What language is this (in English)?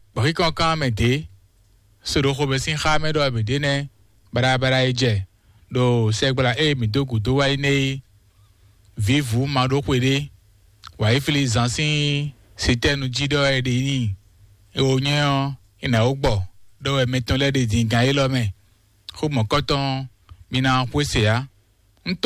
Fon